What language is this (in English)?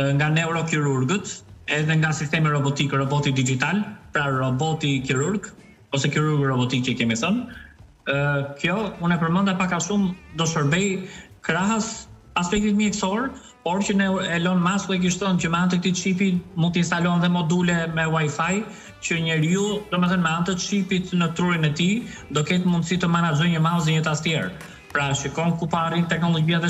Albanian